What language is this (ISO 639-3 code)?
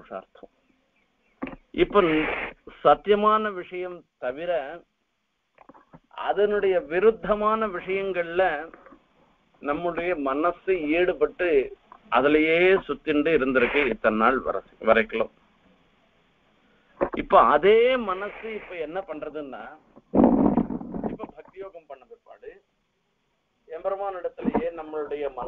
tam